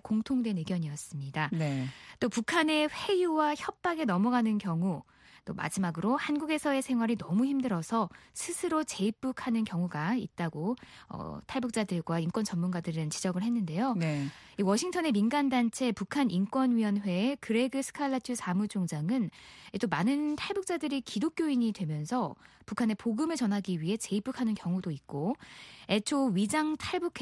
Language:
Korean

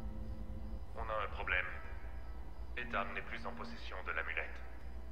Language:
French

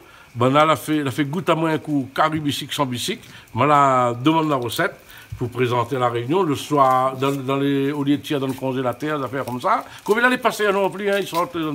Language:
Réunion Creole French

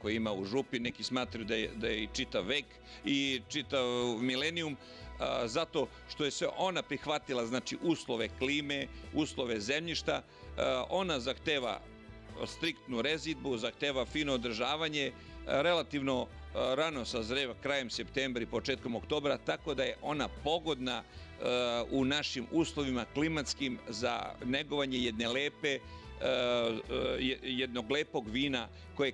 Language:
Serbian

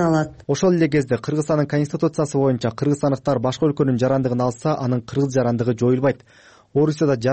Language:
Kyrgyz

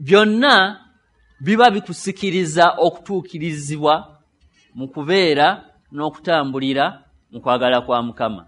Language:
Ganda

